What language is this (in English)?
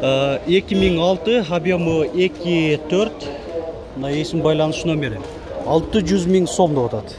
Kyrgyz